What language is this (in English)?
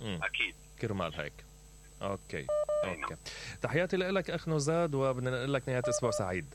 Mesopotamian Arabic